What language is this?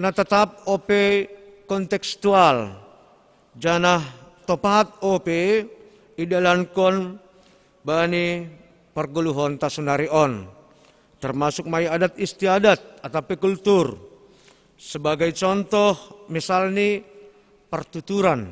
Batak Simalungun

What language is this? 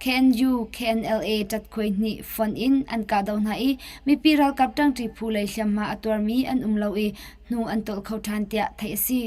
Hakha Chin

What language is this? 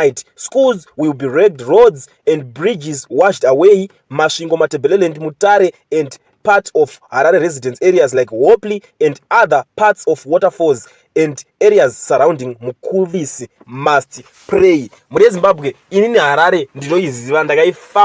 Shona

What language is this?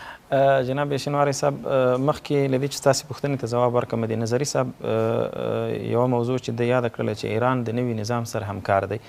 Pashto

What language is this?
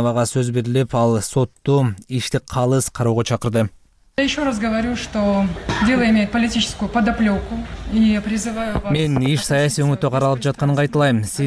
Kyrgyz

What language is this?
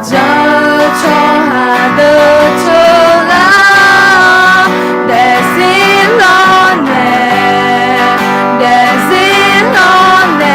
Akha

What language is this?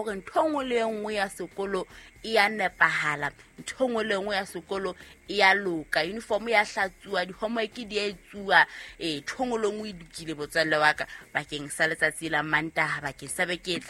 Southern Sotho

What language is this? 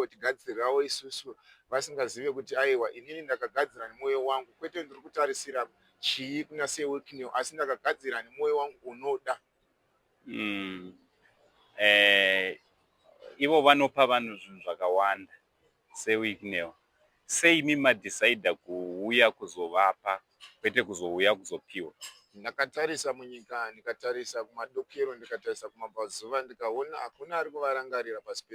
Shona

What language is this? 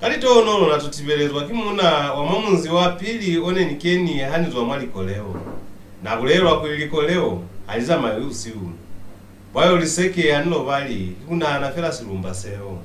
Lozi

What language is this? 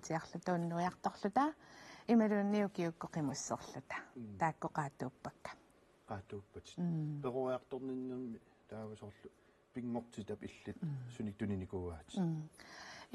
Kalaallisut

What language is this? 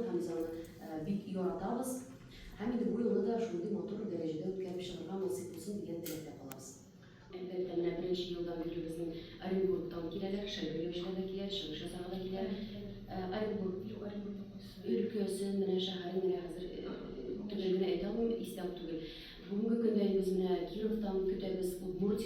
Tatar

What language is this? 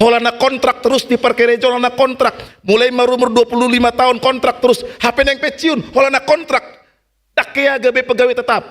Batak Toba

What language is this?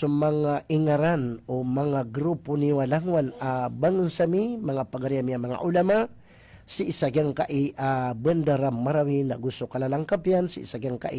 Maranao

